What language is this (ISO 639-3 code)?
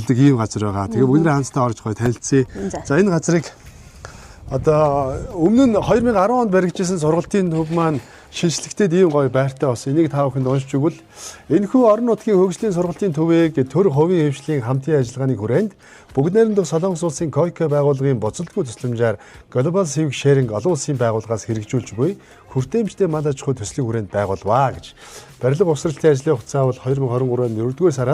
mon